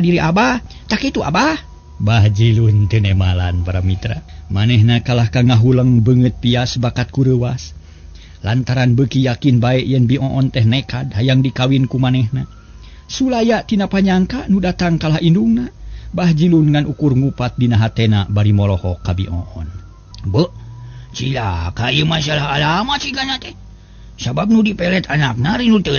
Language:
Sundanese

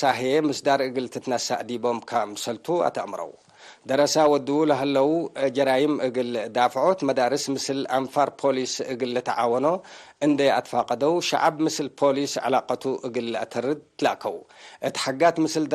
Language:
Tigre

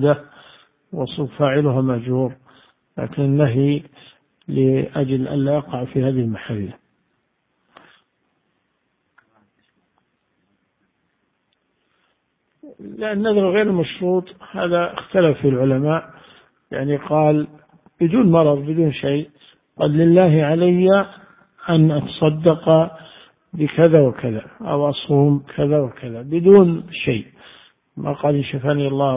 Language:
Arabic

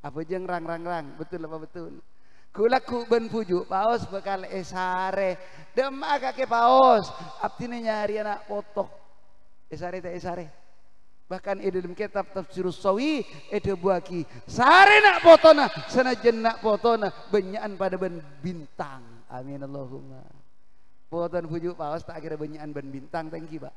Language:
Madurese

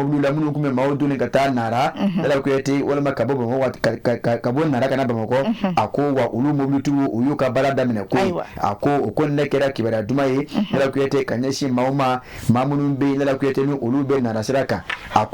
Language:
Bambara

